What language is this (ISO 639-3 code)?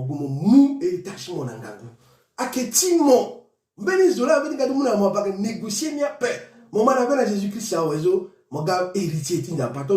sag